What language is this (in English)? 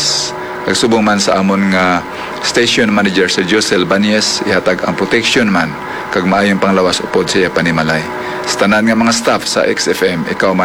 Hiligaynon